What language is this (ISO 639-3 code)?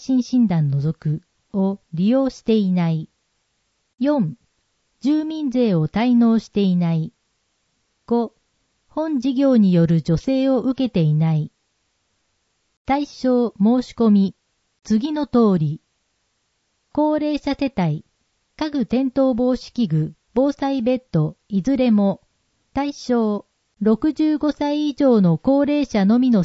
jpn